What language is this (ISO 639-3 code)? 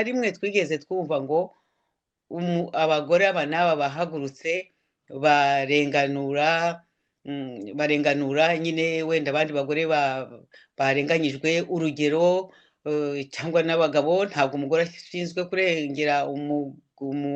kin